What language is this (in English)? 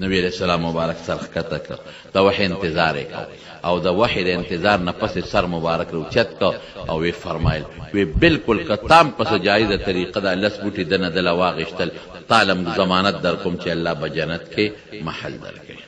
Pashto